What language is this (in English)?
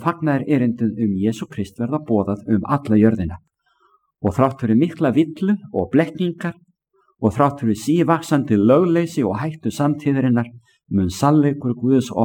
Icelandic